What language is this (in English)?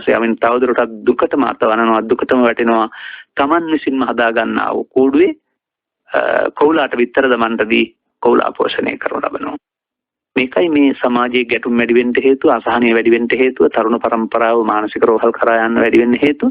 Sinhala